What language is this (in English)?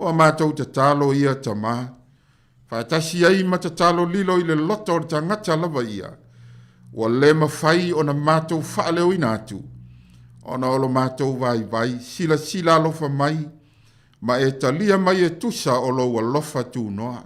Samoan